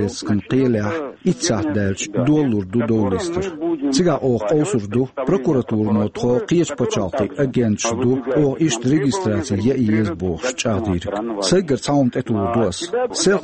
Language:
Chechen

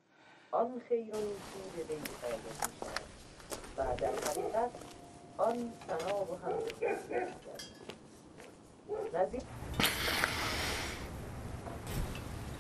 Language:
Persian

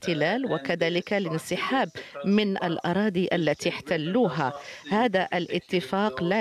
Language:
Arabic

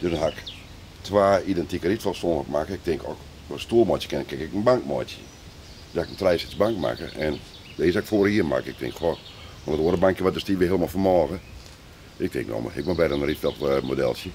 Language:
Western Frisian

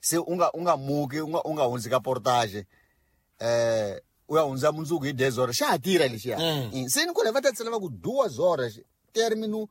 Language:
Tsonga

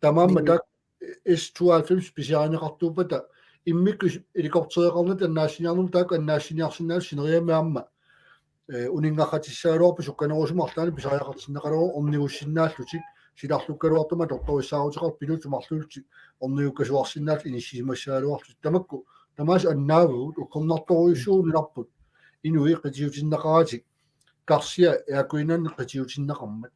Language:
Kalaallisut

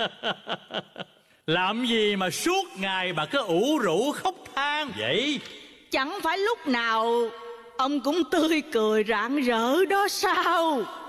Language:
Vietnamese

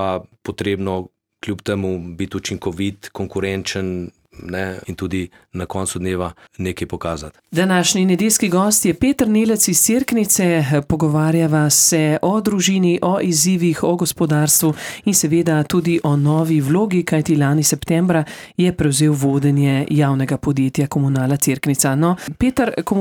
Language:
Slovenian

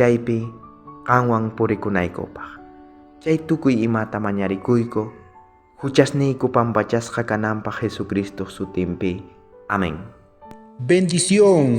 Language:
South Bolivian Quechua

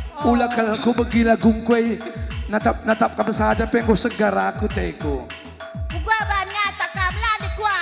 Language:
Batak Karo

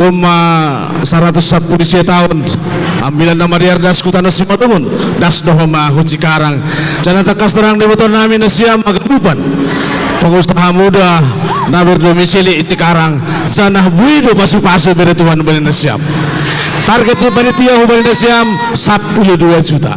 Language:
Batak Simalungun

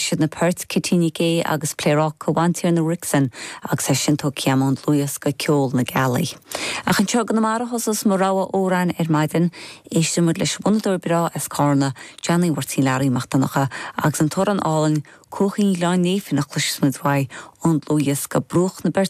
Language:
Irish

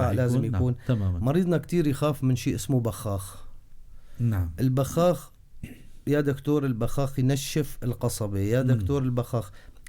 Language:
North Levantine Arabic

